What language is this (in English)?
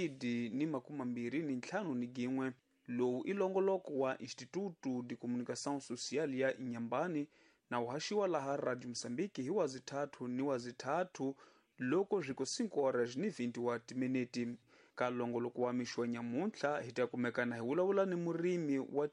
Tsonga